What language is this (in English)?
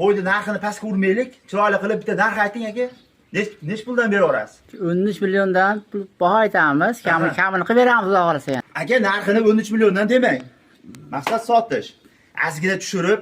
Uzbek